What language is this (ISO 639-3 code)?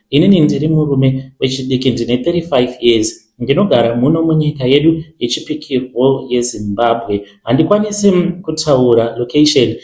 sna